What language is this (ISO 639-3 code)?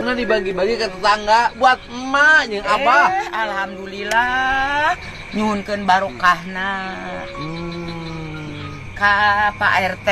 sun